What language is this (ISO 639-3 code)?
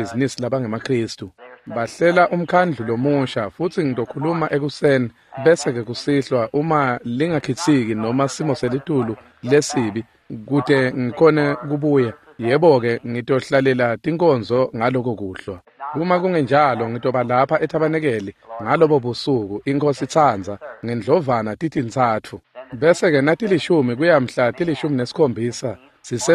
ssw